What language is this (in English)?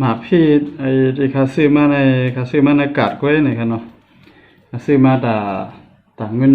Shan